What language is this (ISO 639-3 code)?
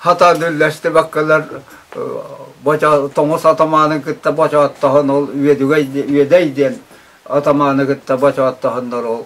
sah